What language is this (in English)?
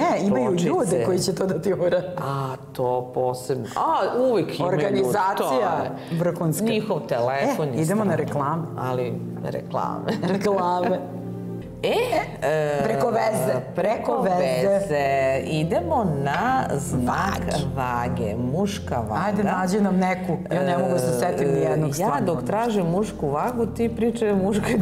Serbian